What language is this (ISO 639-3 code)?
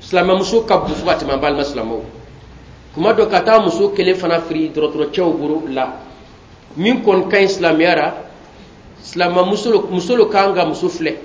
bam